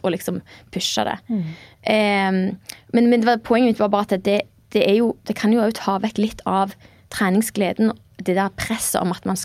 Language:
Norwegian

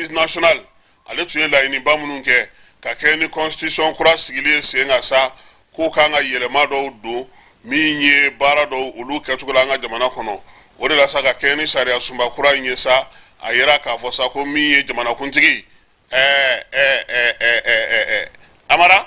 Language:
Bambara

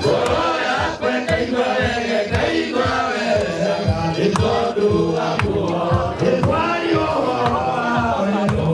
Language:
Kikuyu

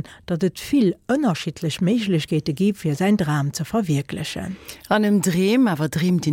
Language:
Luxembourgish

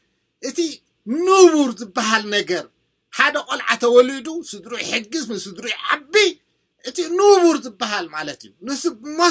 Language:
Tigrinya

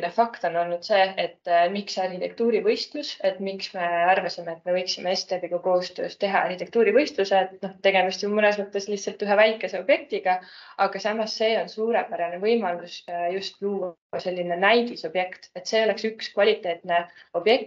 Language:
Estonian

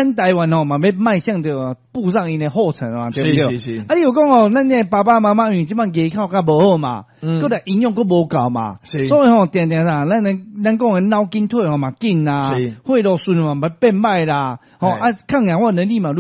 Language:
Min Nan Chinese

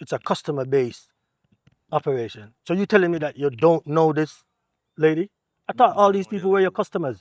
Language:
Jamaican Creole English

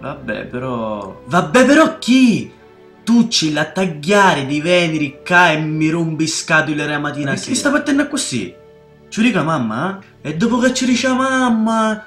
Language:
Sicilian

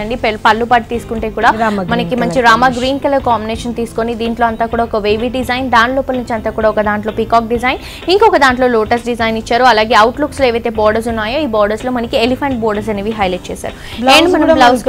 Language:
Telugu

